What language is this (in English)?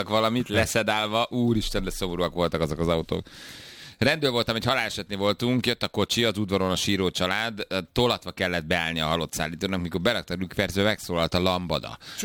Hungarian